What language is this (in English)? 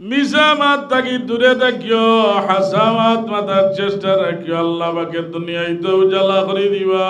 Sylheti